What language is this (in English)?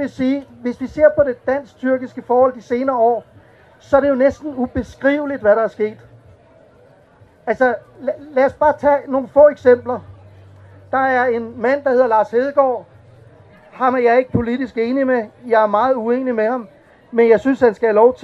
Danish